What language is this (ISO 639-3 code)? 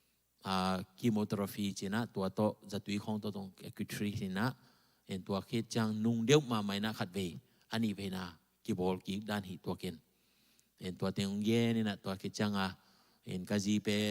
ctd